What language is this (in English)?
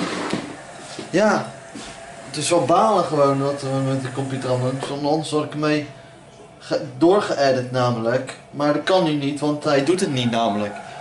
Dutch